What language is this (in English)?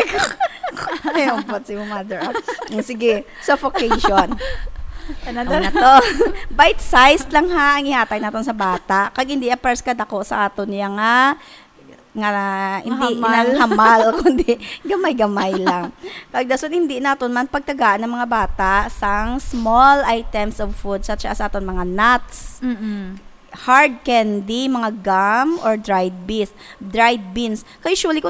Hiligaynon